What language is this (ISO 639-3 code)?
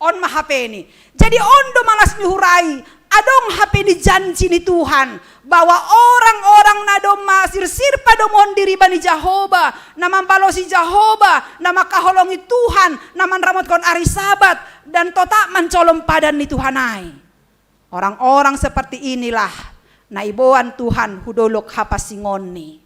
bts